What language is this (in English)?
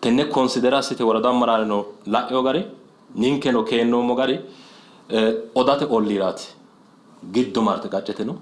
Sidamo